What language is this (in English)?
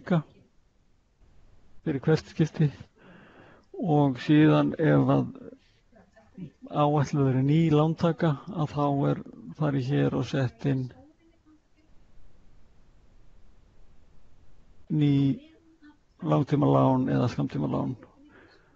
Icelandic